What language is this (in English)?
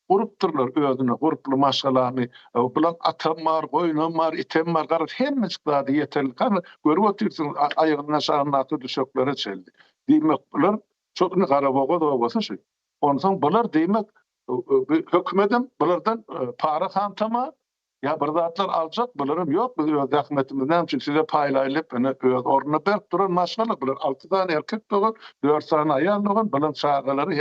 Turkmen